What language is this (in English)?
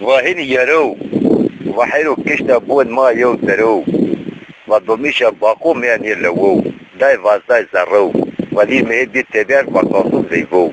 Zaza